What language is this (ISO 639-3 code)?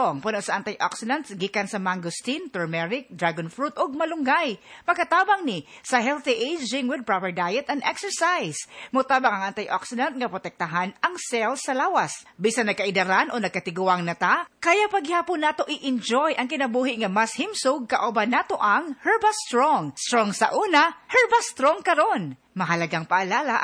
ceb